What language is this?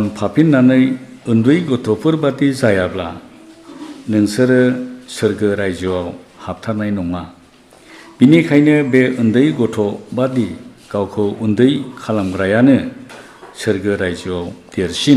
Bodo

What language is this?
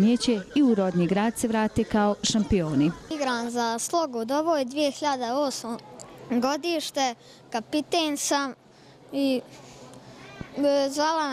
Bosnian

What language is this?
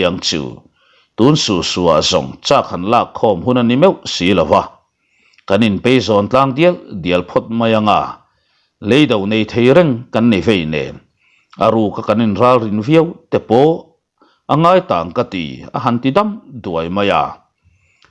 Mizo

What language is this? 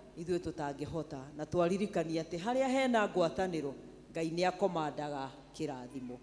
Kikuyu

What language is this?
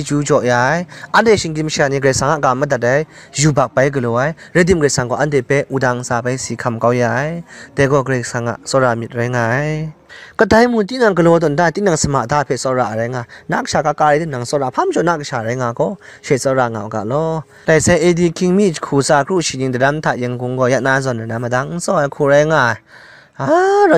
Kachin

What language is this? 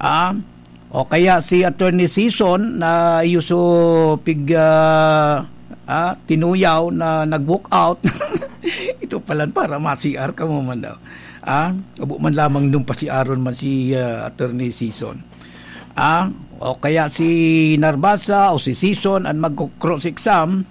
Bikol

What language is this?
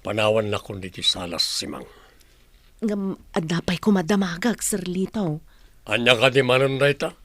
Iloko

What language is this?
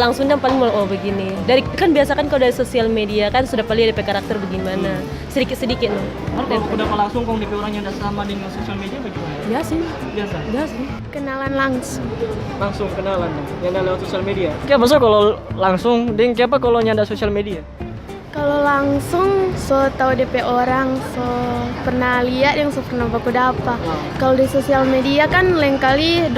Manado Malay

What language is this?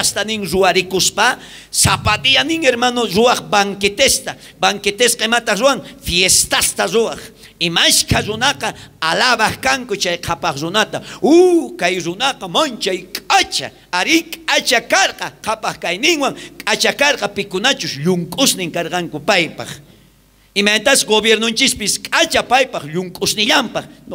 South Bolivian Quechua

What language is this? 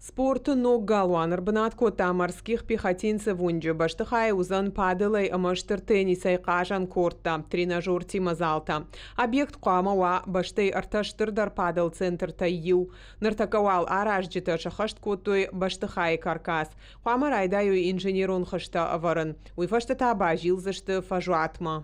Ossetic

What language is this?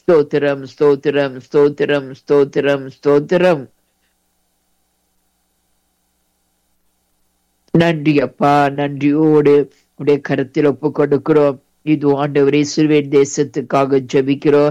Tamil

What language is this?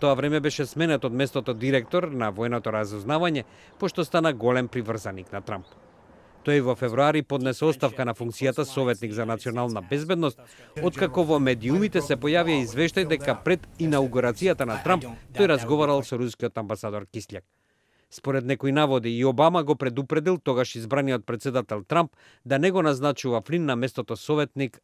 Macedonian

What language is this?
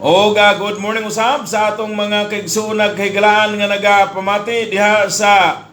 Cebuano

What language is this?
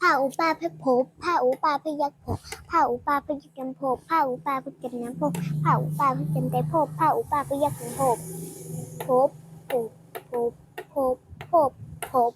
Shan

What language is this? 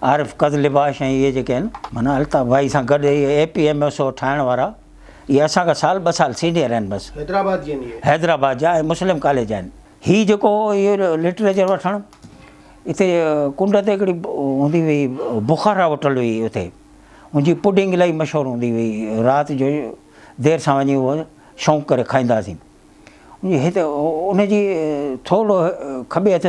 Sindhi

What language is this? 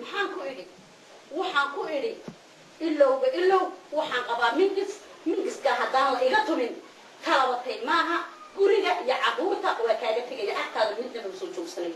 Somali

